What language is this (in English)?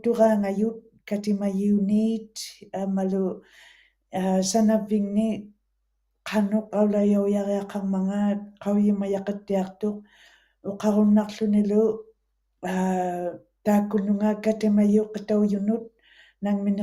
Western Canadian Inuktitut